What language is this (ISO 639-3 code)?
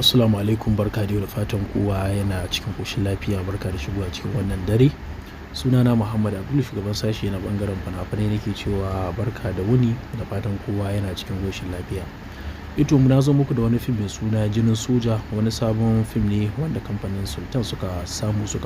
hau